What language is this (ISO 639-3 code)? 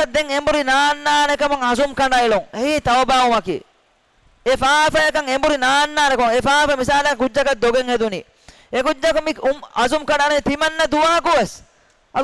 div